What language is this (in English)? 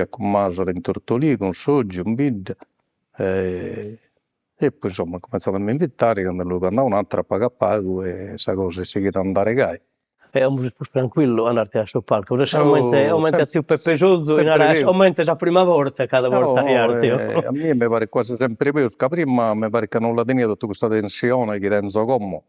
Sardinian